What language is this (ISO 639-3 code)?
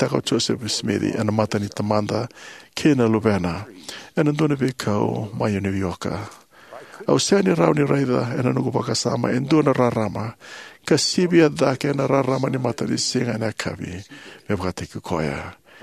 fij